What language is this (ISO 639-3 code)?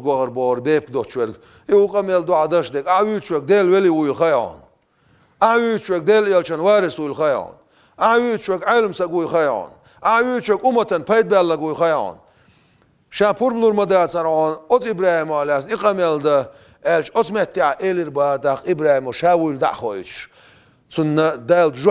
che